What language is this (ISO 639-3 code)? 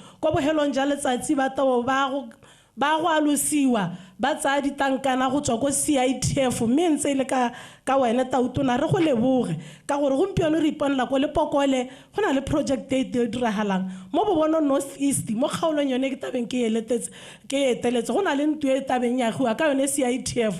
tsn